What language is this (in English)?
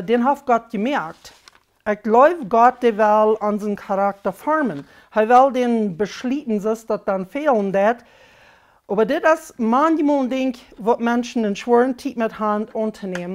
Plautdietsch